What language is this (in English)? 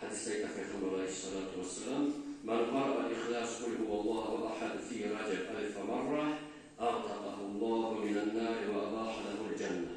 Kumyk